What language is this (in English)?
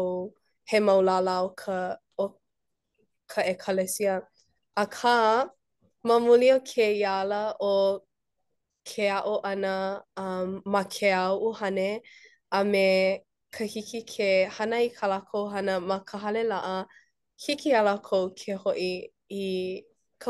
Hawaiian